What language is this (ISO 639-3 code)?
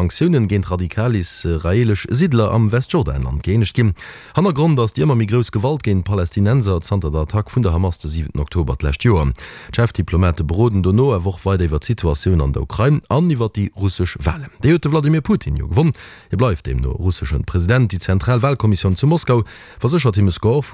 ltz